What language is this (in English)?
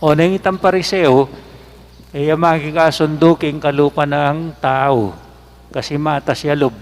Pampanga